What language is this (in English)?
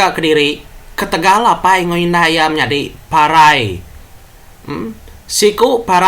Iban